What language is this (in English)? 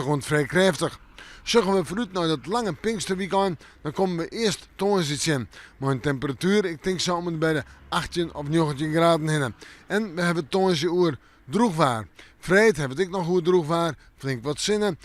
Western Frisian